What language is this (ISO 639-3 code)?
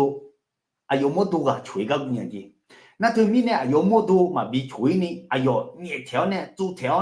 ahk